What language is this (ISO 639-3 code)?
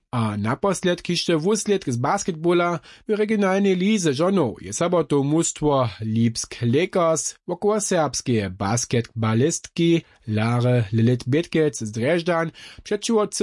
hsb